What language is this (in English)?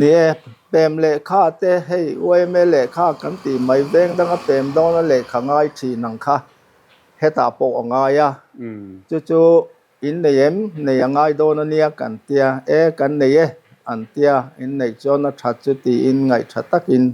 Mizo